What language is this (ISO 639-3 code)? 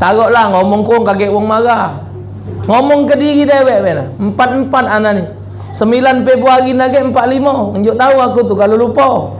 mui